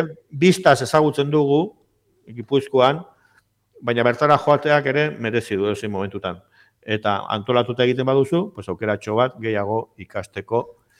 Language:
Basque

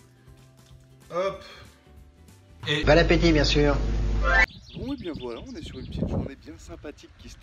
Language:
French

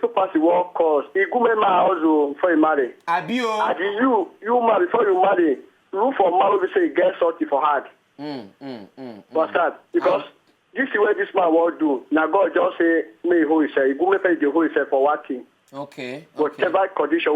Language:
Nigerian Pidgin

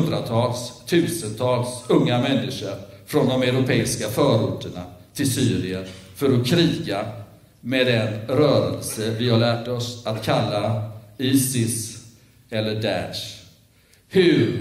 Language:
Swedish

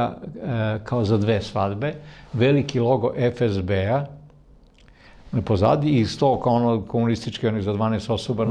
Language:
Serbian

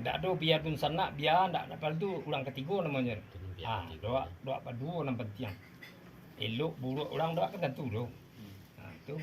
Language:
Minangkabau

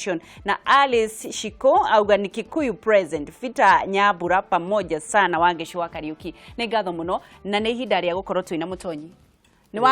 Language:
Kikuyu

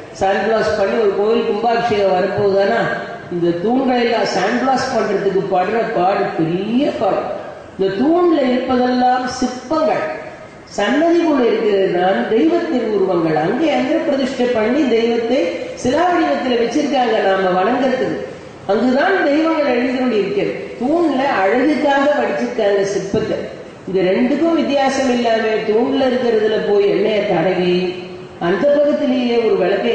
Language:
Tamil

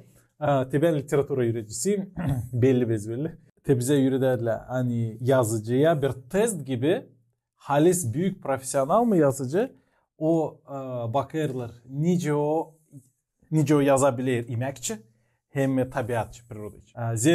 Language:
Gagauz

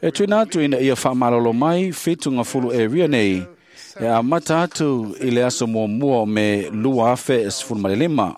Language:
Samoan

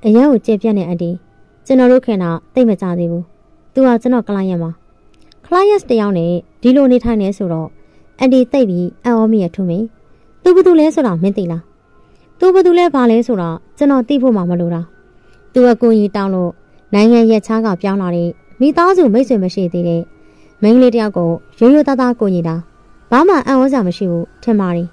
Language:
Burmese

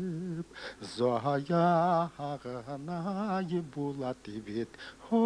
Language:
Bashkir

